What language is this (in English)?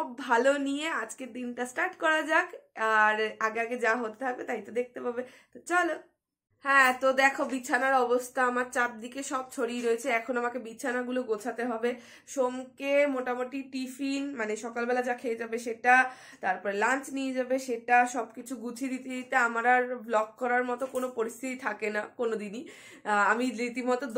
Bangla